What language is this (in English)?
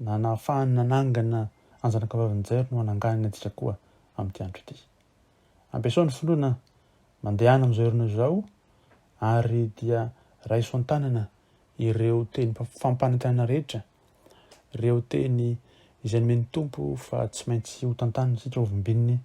Malagasy